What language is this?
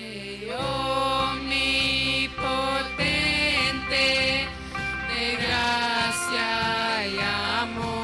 Plautdietsch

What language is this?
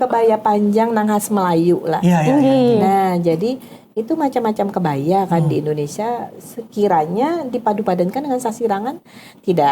Banjar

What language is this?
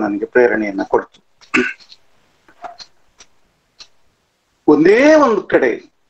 Kannada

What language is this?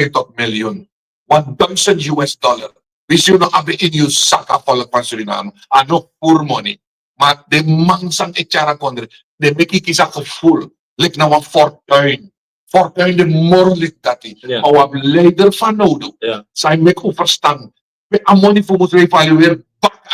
Sranan Tongo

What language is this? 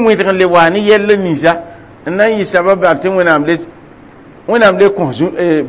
Mossi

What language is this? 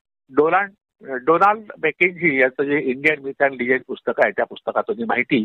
Marathi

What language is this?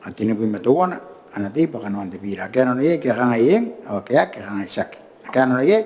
Gilbertese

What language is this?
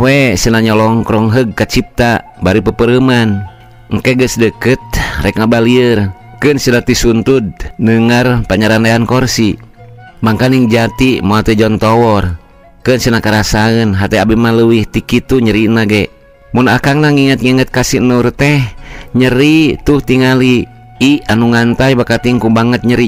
Sundanese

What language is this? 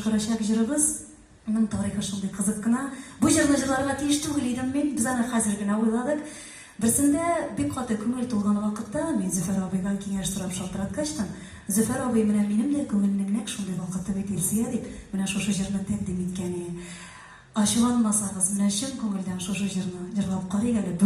Tatar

